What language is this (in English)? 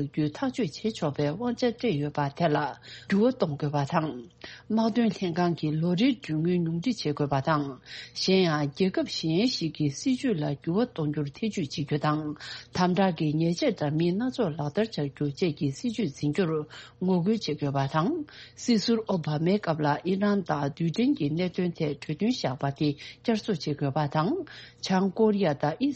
Tibetan